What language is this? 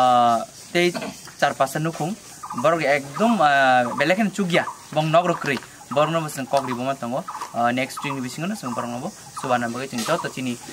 Kok Borok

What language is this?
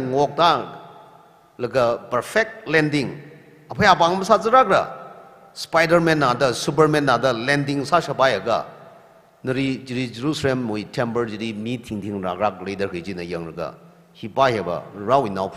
Tangkhul Naga (India)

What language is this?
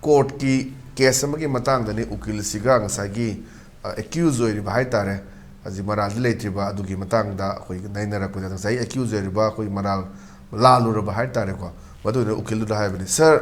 Manipuri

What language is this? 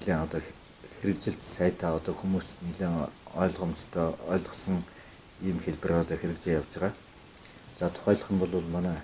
Mongolian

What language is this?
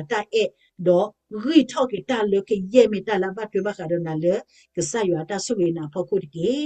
S'gaw Karen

